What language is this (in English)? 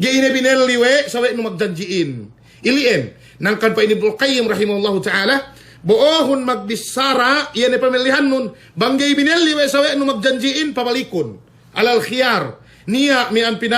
Yakan